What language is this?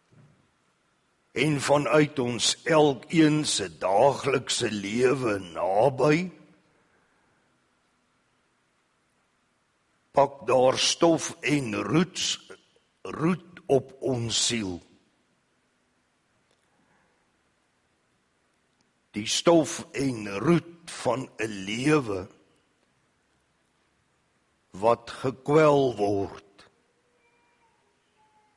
Afrikaans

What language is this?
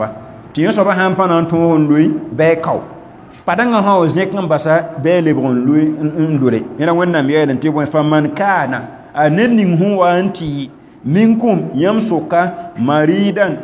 Mossi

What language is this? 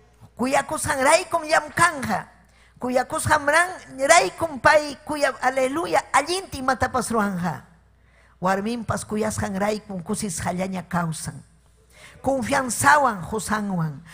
Ayacucho Quechua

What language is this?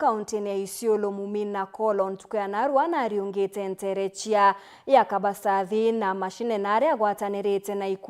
Meru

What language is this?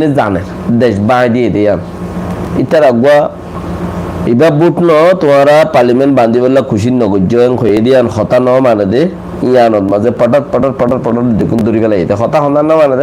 Rohingya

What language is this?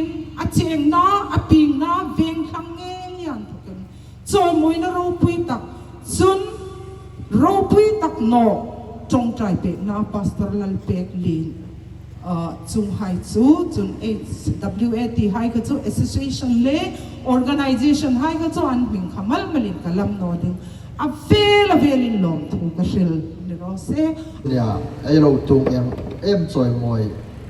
Hmar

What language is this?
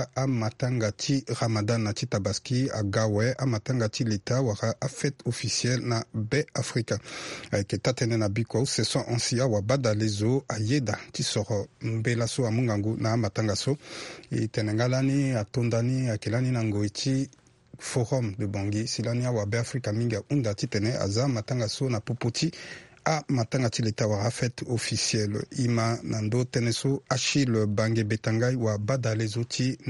Sango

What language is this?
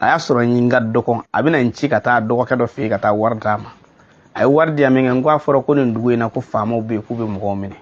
Bambara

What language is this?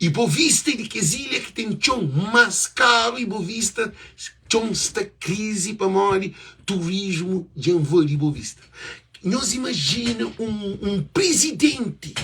Kabuverdianu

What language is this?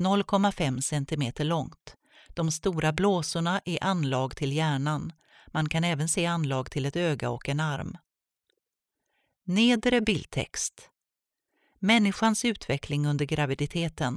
Swedish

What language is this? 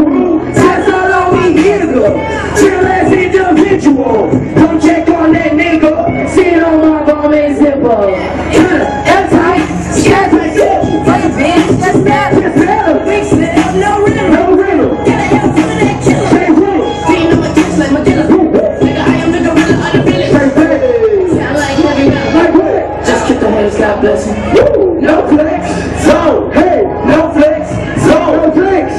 English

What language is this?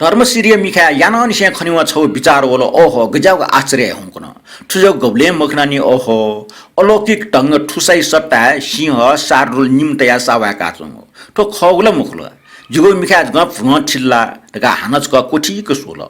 Newari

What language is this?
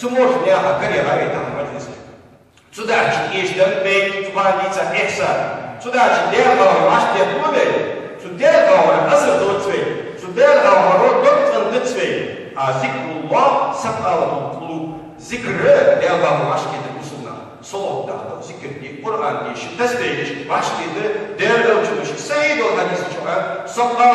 Ingush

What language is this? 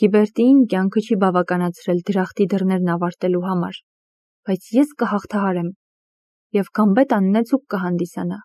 Armenian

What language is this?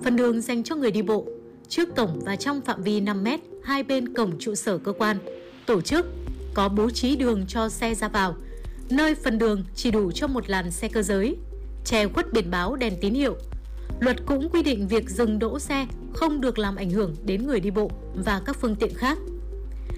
Vietnamese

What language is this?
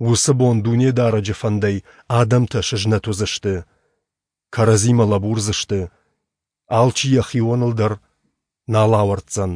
Ossetic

